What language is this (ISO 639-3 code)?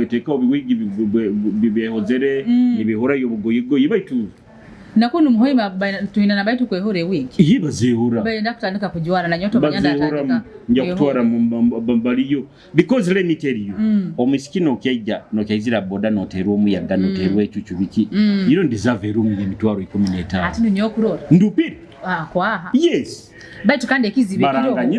nyo